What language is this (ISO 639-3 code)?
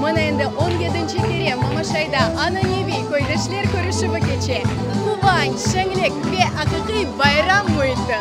crh